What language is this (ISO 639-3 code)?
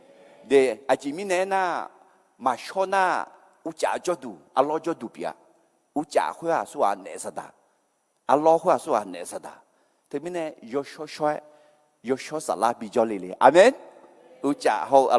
ahk